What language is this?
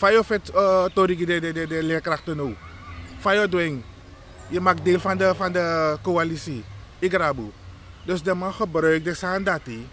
Sranan Tongo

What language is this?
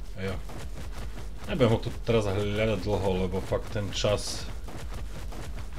Slovak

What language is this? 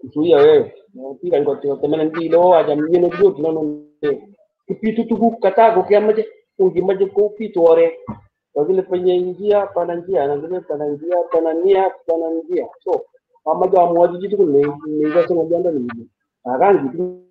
Kalenjin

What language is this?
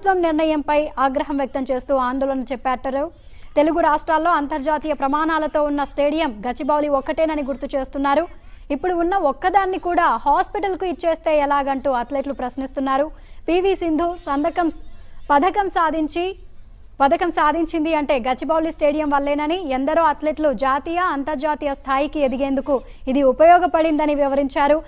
Telugu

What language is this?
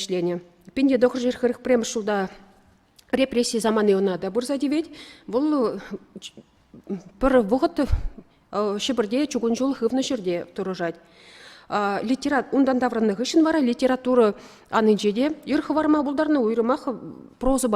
Chuvash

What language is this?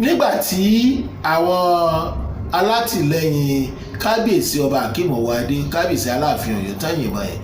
Yoruba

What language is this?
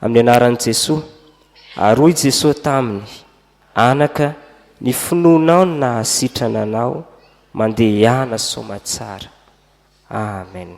Malagasy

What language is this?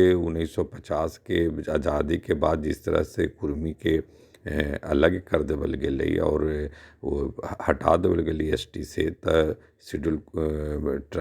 Magahi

